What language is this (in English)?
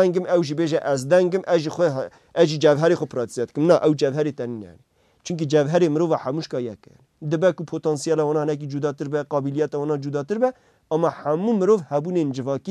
Kurdish